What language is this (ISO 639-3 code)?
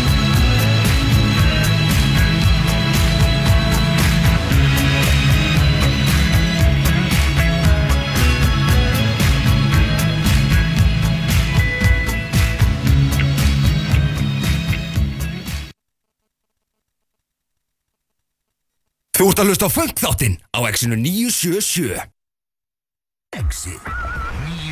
isl